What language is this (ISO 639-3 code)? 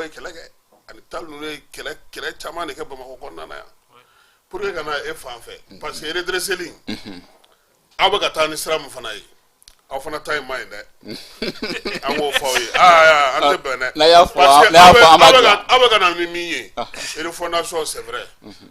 bam